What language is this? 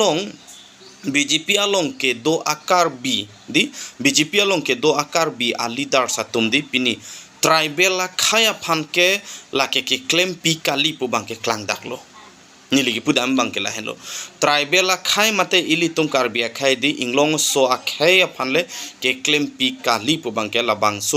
Karbi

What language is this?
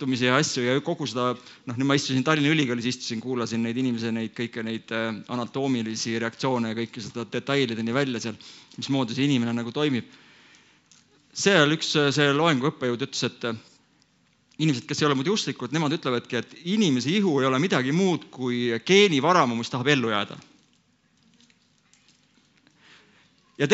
Estonian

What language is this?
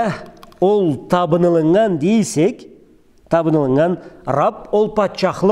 Karachay-Balkar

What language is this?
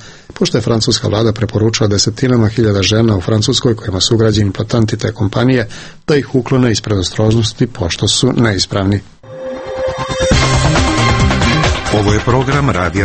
Serbian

